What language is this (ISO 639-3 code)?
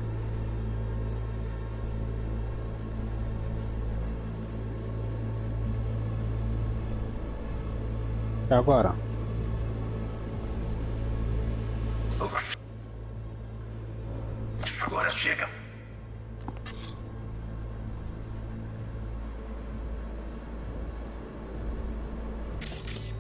por